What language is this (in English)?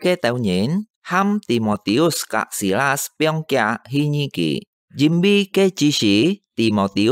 Hakka Chinese